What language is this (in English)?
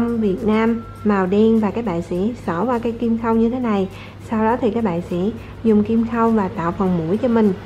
Vietnamese